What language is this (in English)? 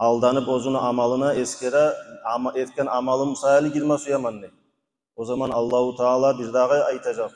Kumyk